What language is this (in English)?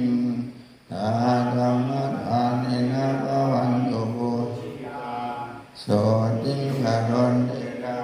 Pali